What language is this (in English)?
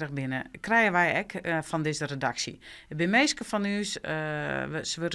Western Frisian